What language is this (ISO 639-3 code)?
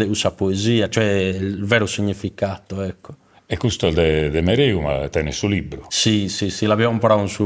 srd